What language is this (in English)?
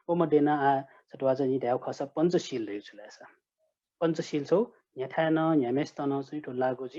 Newari